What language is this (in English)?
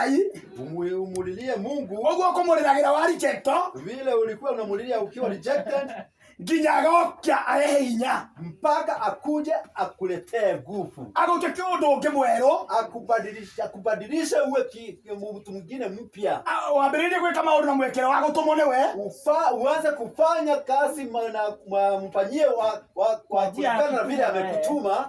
Kikuyu